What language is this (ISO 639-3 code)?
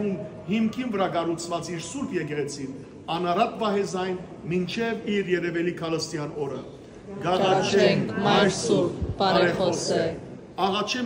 hyw